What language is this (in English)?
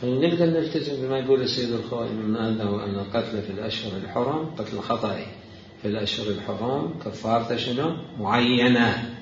Mesopotamian Arabic